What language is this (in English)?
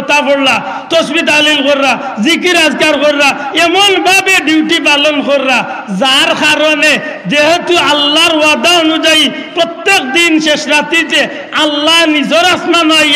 Sylheti